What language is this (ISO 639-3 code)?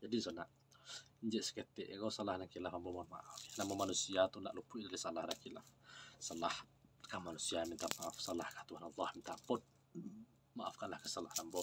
min